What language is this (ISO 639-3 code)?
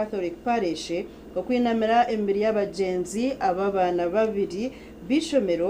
nyn